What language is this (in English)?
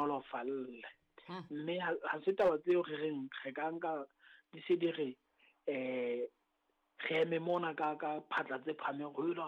Southern Sotho